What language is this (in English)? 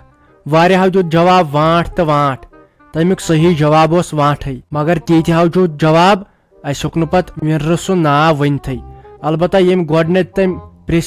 Kashmiri